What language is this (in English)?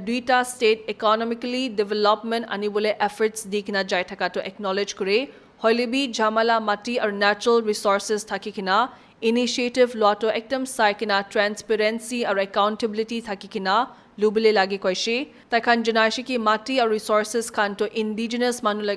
Naga Pidgin